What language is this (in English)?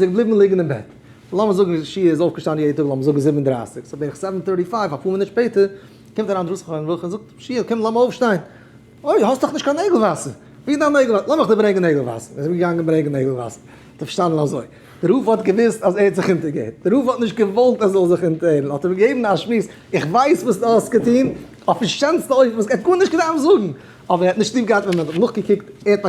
Yiddish